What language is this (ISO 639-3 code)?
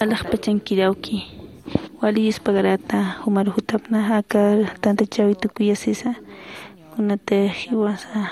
aym